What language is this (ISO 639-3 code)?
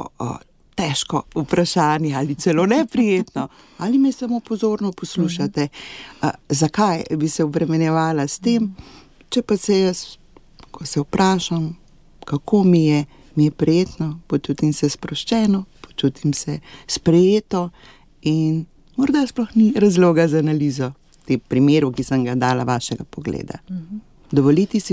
slv